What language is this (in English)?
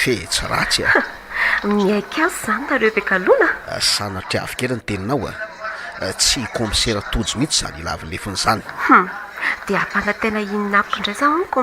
Malagasy